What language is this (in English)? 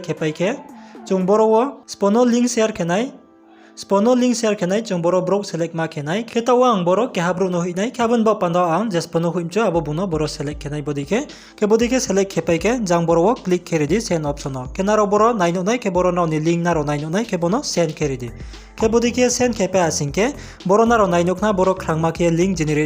Riang (India)